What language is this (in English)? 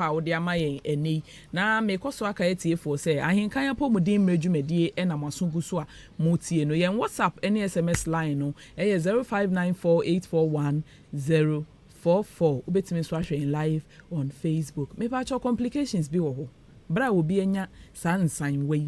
Akan